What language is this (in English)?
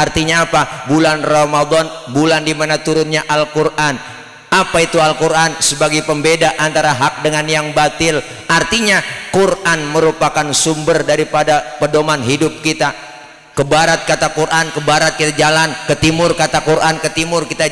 Betawi